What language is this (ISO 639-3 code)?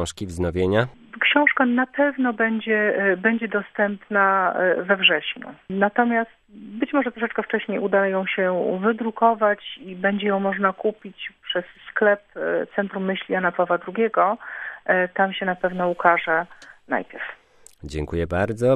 pol